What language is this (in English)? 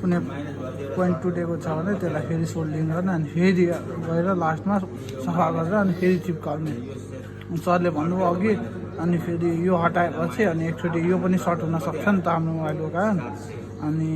Nepali